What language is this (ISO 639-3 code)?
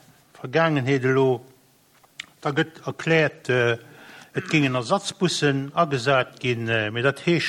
ltz